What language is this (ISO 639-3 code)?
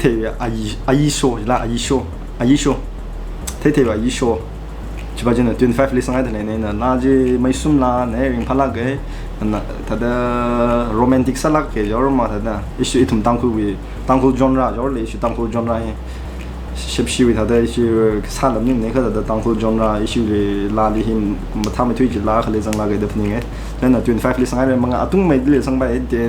nmf